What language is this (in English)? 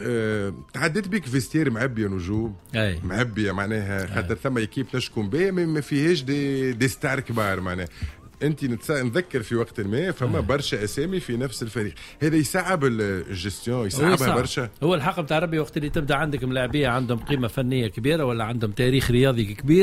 Tunisian Arabic